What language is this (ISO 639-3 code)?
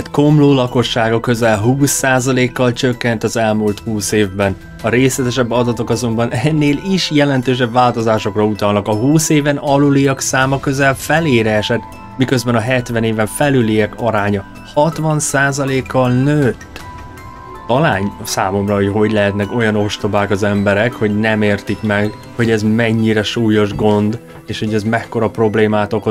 hun